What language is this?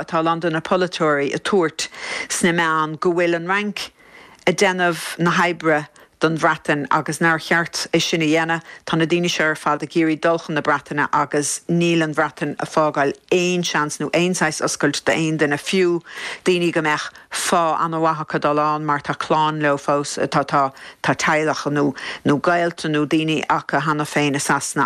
Irish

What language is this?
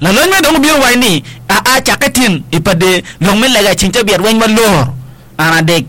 Acoli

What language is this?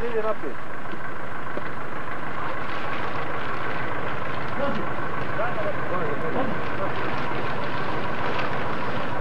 Bosnian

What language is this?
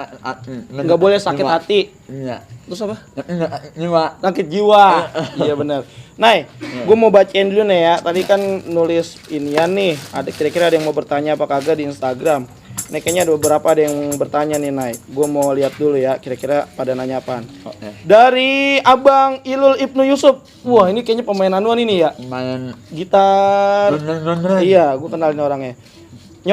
Betawi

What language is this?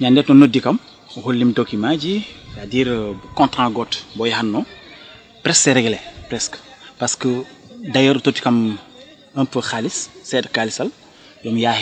Fula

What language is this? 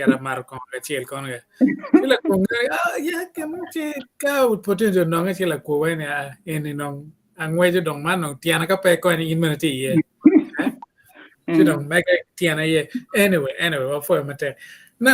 Acoli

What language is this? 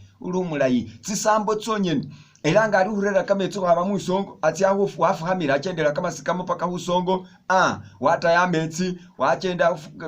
Masaaba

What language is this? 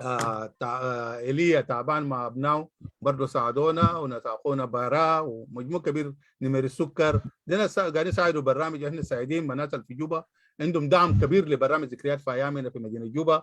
Sudanese Arabic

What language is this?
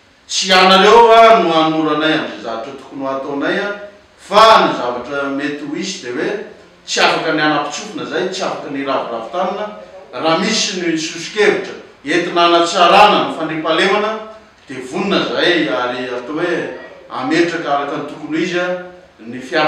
Malagasy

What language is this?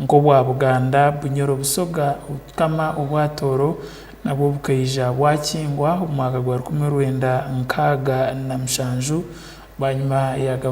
Tooro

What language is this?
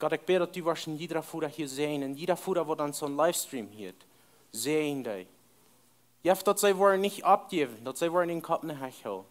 Plautdietsch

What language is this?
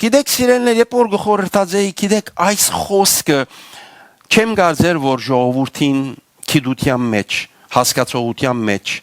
Western Armenian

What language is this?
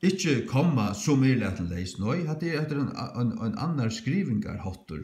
Faroese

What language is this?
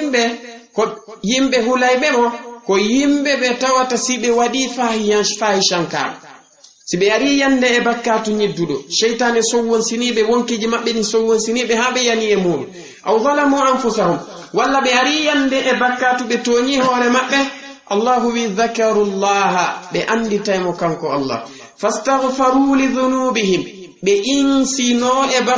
Fula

